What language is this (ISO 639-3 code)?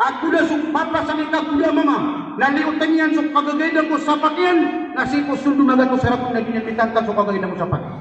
mrw